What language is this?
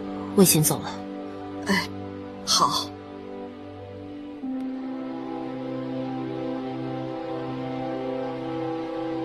Chinese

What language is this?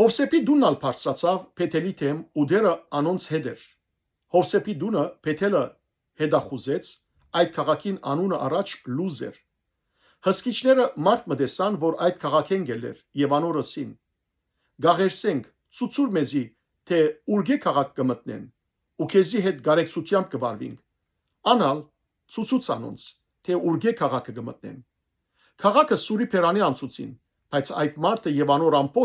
Western Armenian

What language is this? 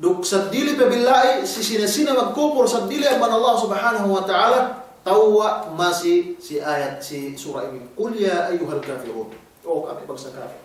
Yakan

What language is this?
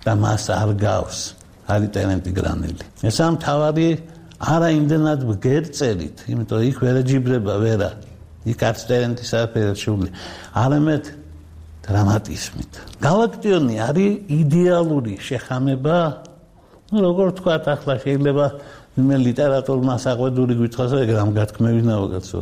Georgian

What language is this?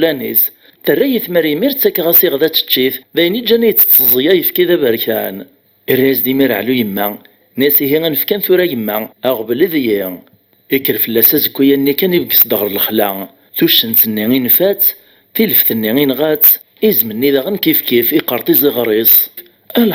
Kabyle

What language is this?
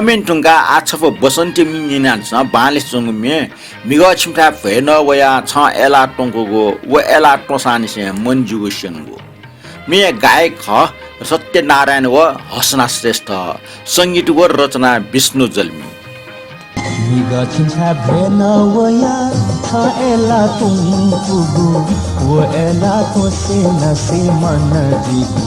Newari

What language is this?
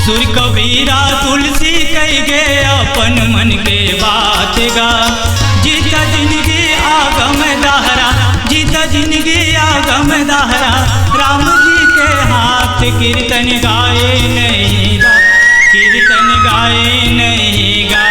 Chhattisgarhi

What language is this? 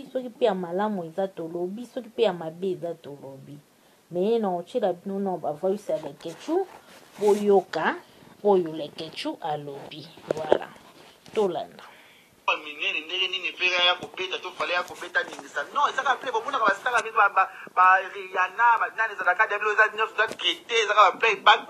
Lingala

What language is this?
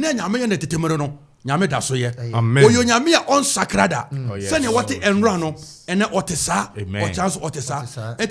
Akan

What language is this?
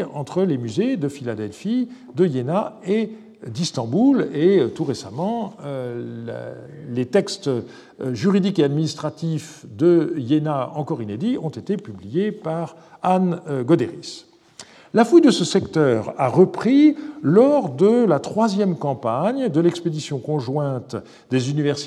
French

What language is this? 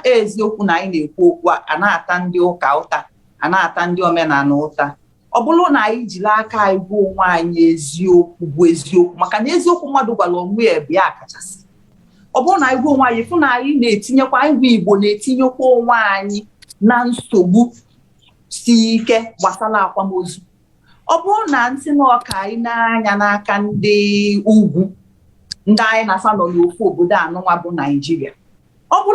Igbo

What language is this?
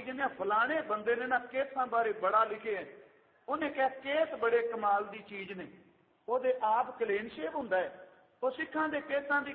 Punjabi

